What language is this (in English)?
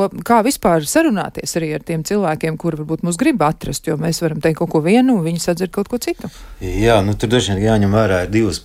Latvian